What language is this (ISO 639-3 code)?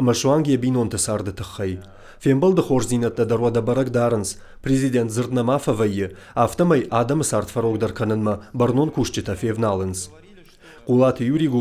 oss